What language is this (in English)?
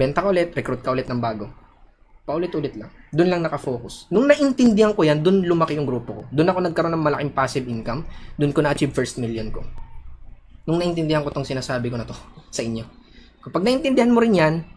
Filipino